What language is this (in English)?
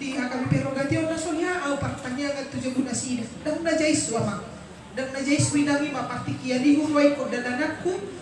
Batak Toba